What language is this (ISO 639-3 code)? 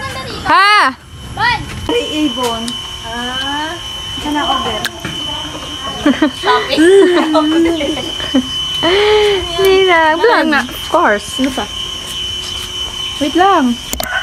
fil